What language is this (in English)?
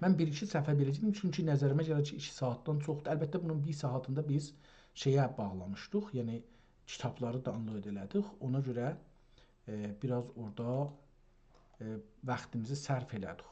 South Azerbaijani